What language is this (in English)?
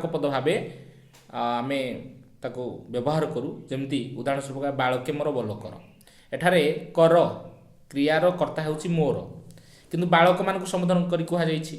Odia